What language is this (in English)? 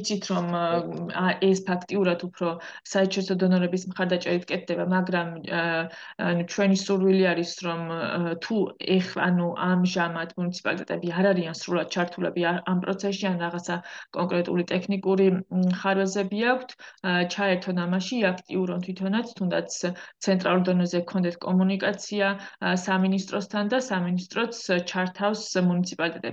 Georgian